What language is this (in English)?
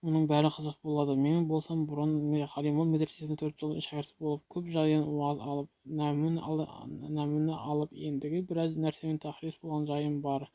Kazakh